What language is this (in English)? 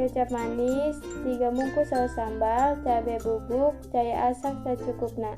Sundanese